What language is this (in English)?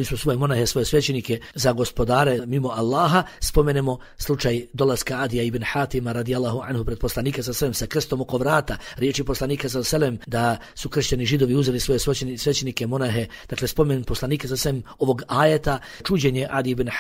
Bosnian